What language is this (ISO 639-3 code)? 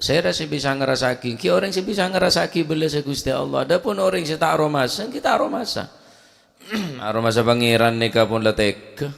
mad